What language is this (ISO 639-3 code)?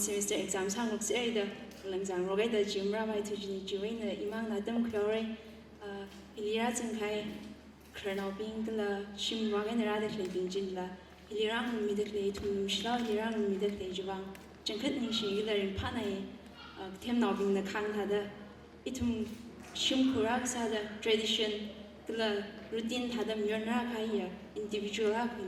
nmf